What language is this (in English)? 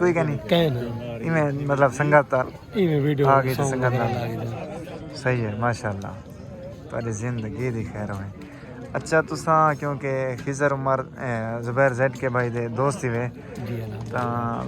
Saraiki